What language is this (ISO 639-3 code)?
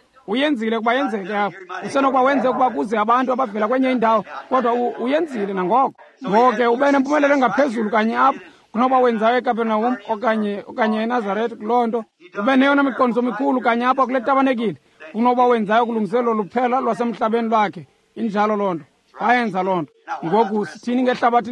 xho